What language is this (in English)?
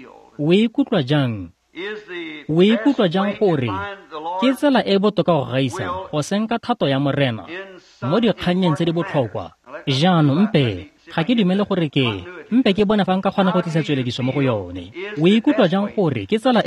Tswana